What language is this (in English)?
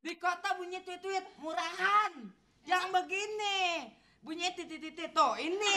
Betawi